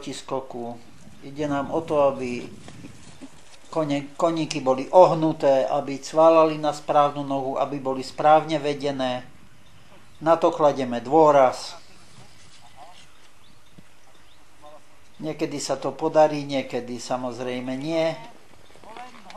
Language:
Slovak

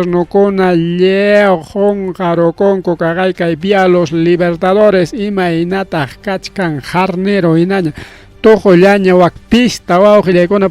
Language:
Ayacucho Quechua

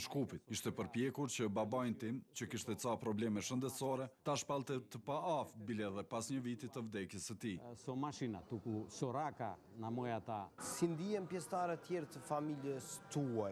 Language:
Albanian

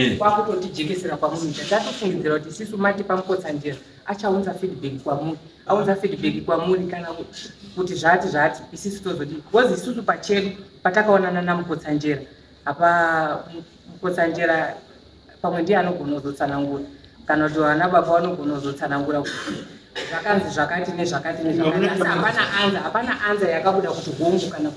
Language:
Shona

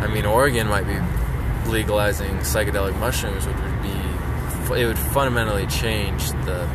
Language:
English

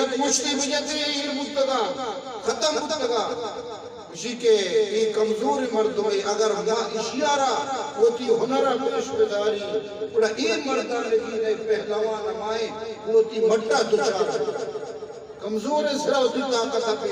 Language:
Eastern Balochi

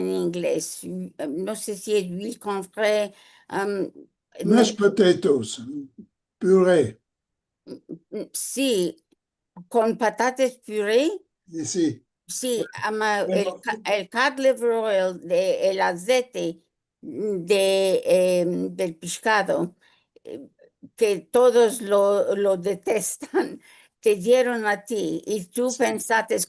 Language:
Ladino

